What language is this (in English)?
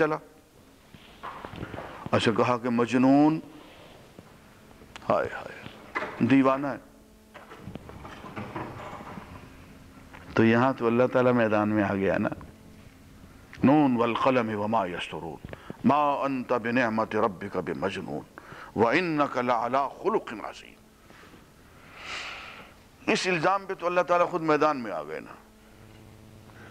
Urdu